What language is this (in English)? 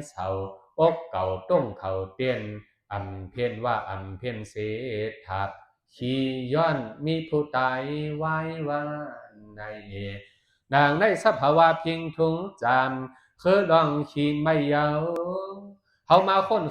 Shan